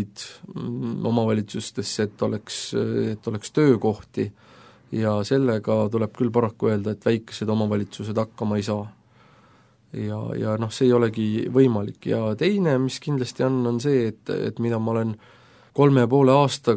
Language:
Estonian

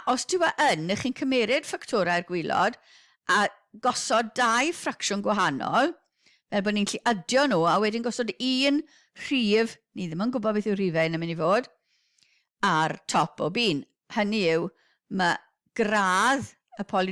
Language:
Welsh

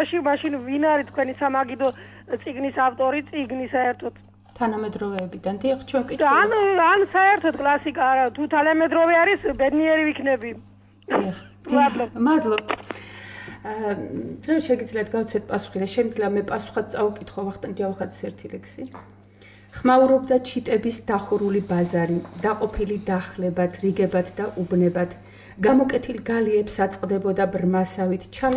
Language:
Georgian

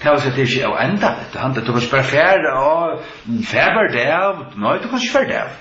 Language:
Faroese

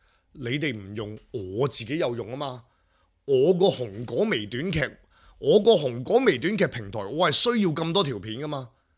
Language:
Cantonese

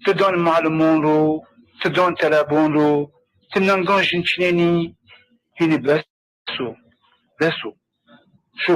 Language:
Zaza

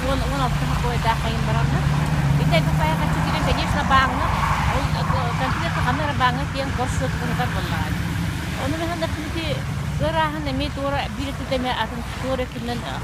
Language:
Yakut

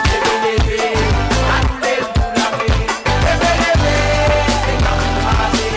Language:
Morisyen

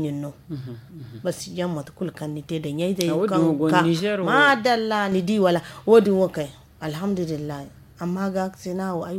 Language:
Zarma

